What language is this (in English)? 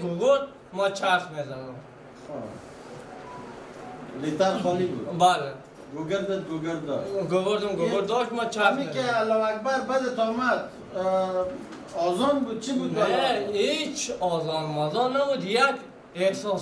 Persian